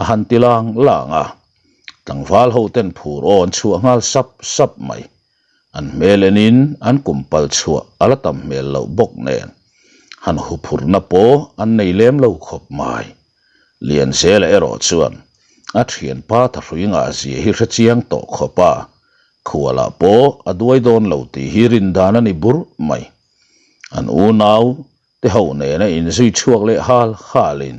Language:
Mizo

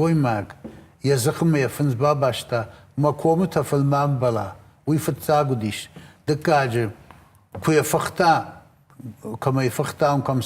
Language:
Ossetic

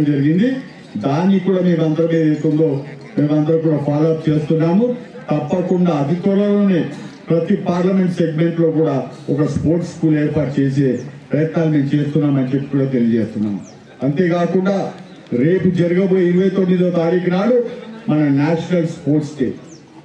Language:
Telugu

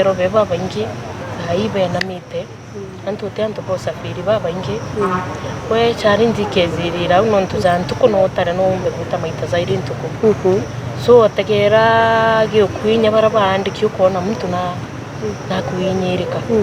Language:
Meru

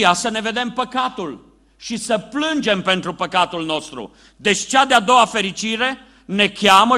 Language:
Romanian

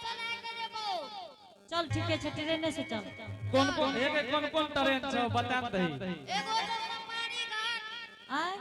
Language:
Angika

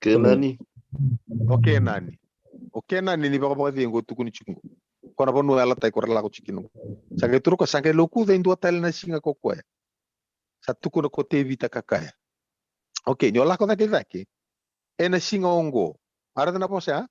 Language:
Fijian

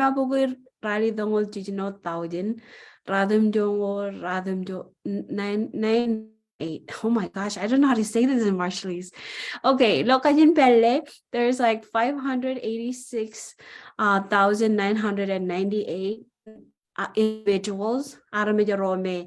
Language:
Marshallese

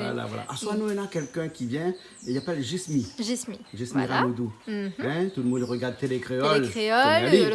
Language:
Réunion Creole French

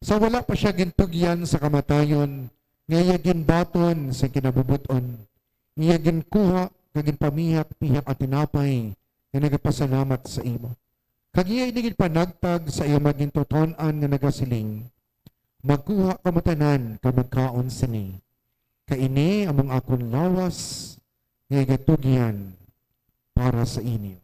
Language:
Hiligaynon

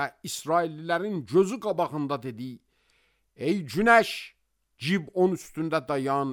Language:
Azerbaijani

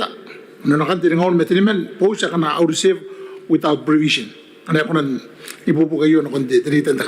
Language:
Gilbertese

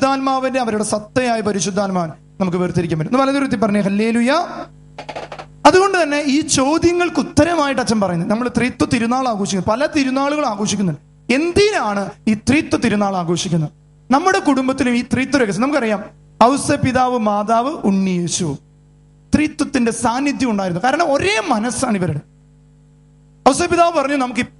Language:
Malayalam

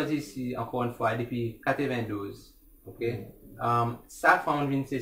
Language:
Seselwa Creole French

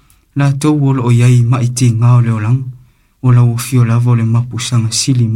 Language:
Samoan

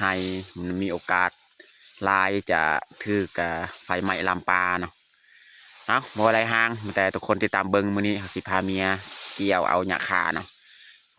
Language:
Lao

